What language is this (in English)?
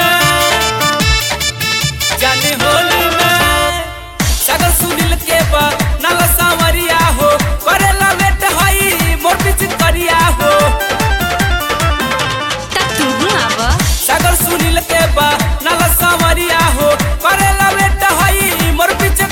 Bhojpuri